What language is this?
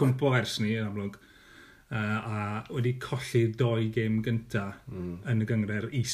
Welsh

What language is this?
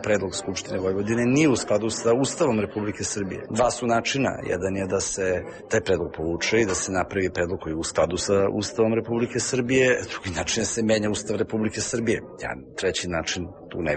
Serbian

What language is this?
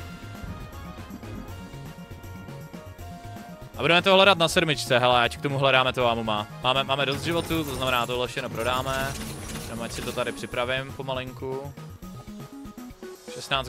Czech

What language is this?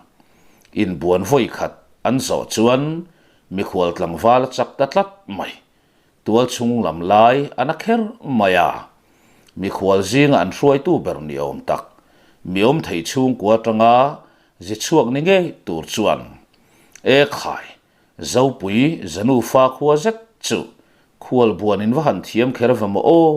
Mizo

